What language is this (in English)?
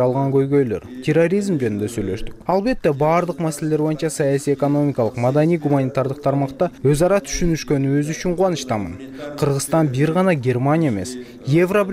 Kyrgyz